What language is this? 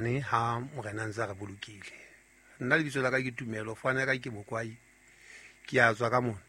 Southern Sotho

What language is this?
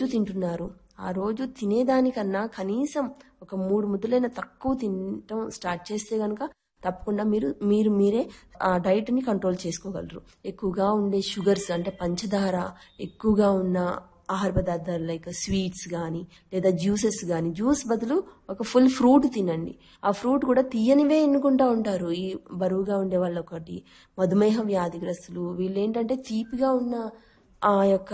Telugu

